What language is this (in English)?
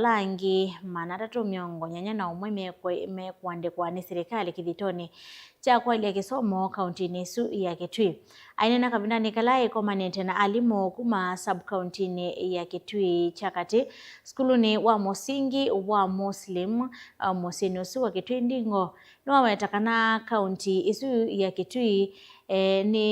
Kamba